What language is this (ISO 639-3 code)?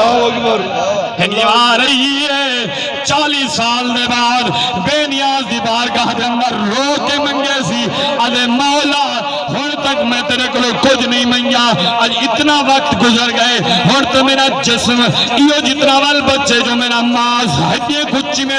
skr